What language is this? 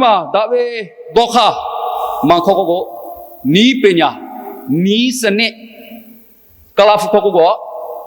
Lahu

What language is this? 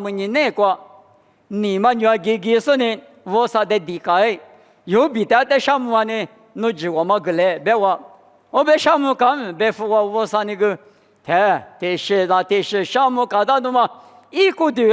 Lisu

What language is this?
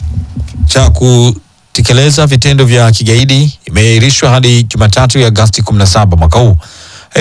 Swahili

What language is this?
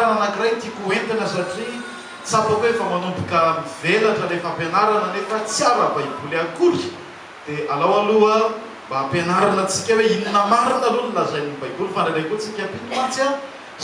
Malagasy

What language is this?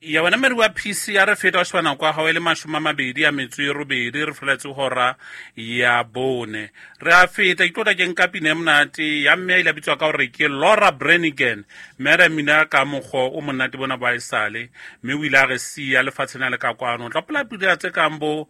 Southern Sotho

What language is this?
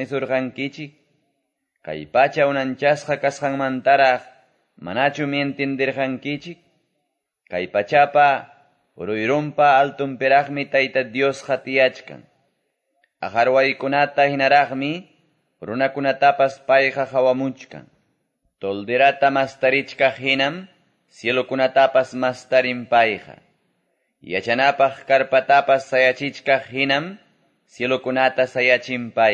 Quechua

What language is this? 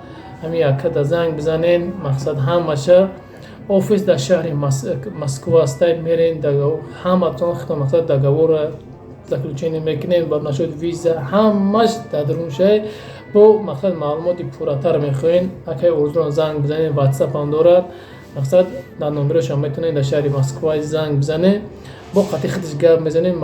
Tajik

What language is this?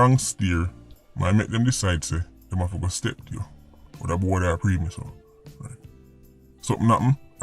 Jamaican Creole English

